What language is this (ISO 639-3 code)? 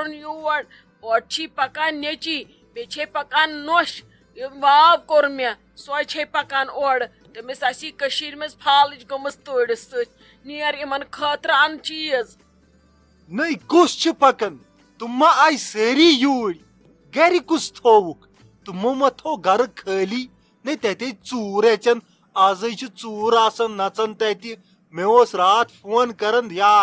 kas